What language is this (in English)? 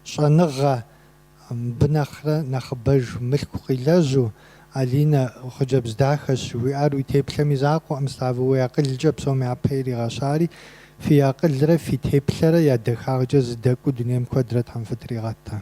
Kabardian